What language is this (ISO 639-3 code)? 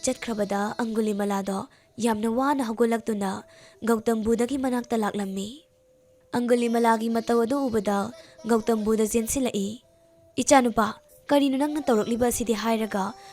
mni